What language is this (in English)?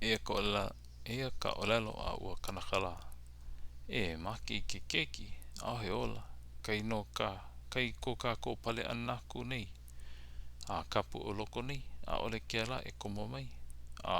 Hawaiian